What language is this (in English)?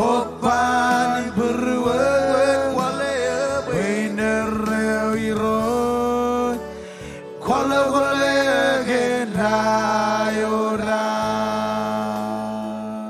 Marshallese